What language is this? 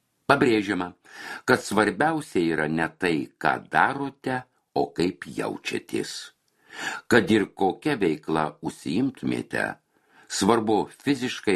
Lithuanian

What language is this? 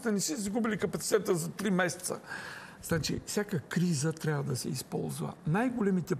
Bulgarian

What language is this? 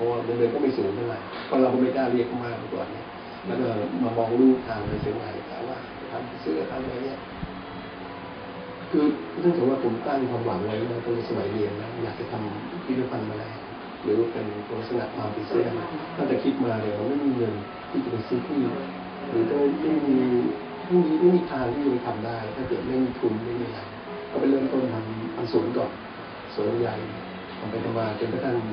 Thai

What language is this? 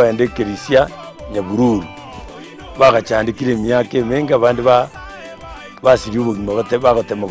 Gusii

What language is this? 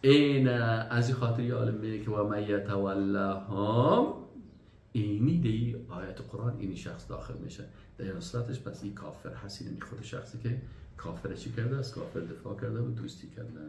Persian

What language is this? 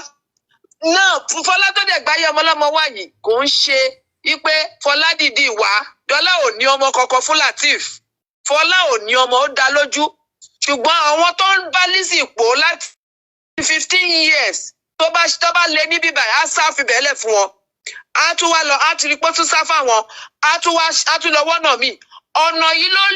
Yoruba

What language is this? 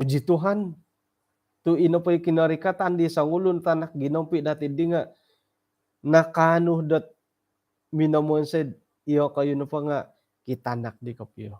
Central Dusun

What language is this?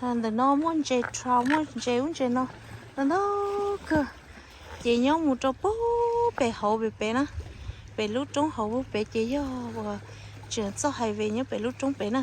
Hmong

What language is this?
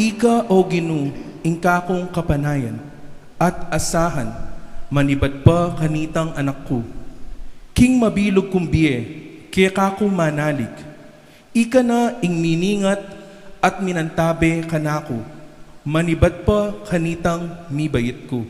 Pampanga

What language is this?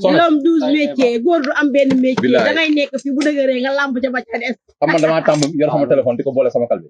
Wolof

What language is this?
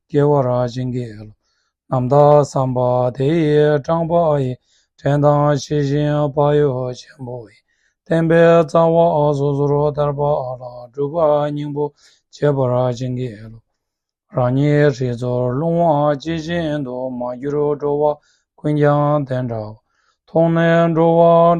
Tibetan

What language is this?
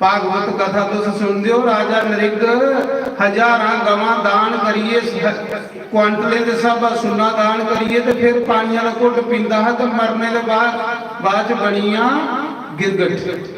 Dogri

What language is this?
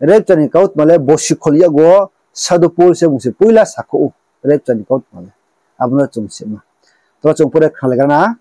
Riang (India)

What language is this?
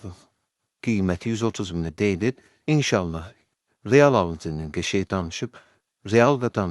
Azerbaijani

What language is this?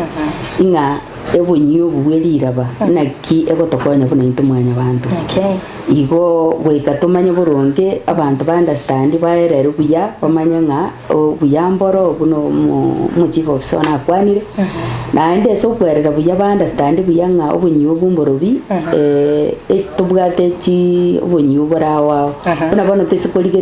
Gusii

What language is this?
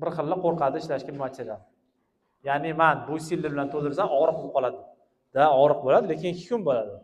Uzbek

